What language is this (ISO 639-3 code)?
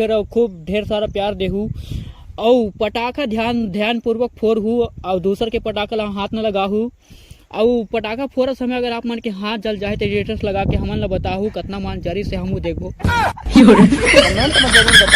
hne